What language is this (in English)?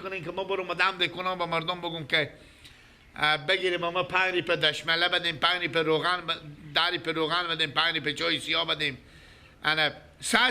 Persian